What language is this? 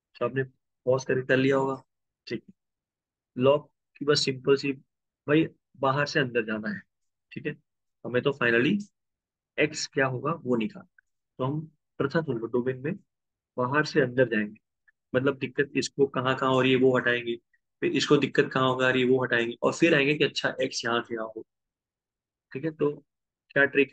Hindi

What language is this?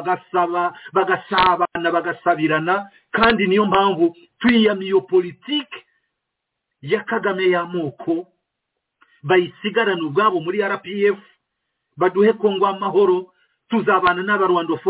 Kinyarwanda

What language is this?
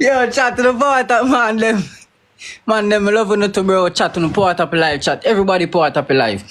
Jamaican Creole English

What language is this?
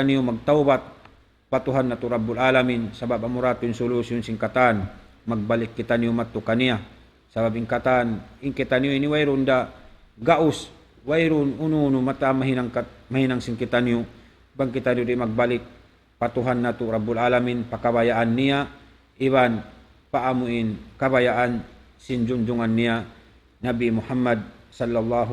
Tausug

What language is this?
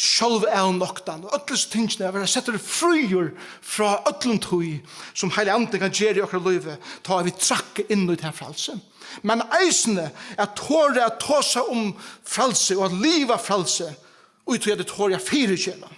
Faroese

